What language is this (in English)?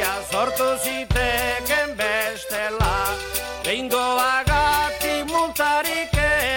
Basque